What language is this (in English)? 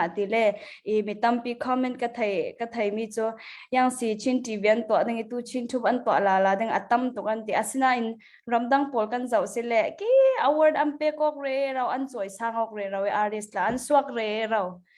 Falam Chin